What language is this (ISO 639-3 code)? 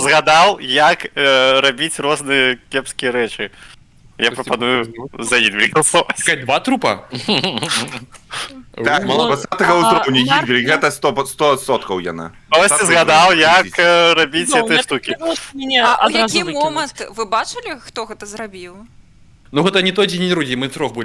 bel